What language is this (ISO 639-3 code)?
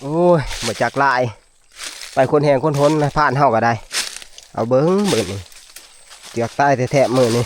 tts